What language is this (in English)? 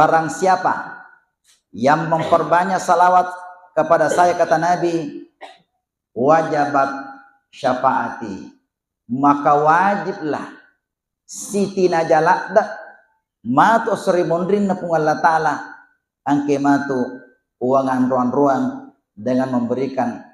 Buginese